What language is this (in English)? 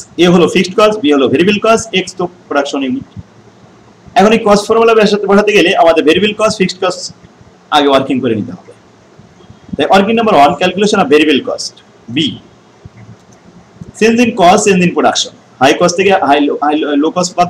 Bangla